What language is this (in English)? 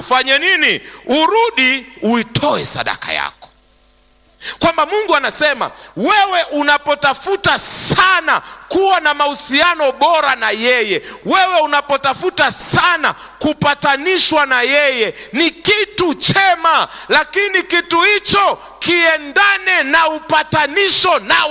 Swahili